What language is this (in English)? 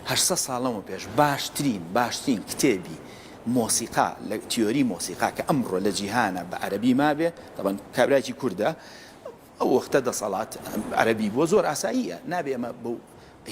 Central Kurdish